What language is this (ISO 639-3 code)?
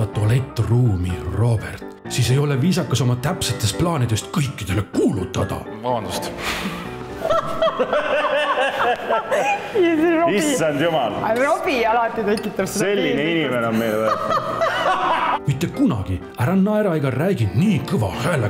est